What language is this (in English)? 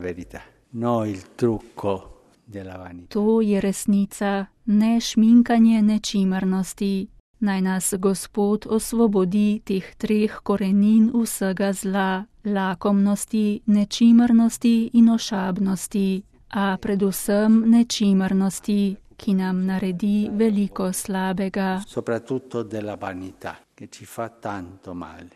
Slovenian